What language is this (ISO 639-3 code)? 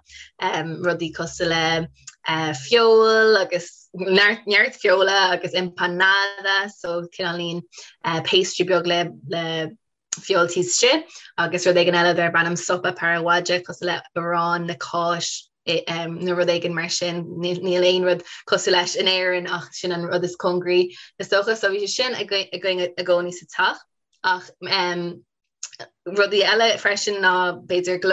gle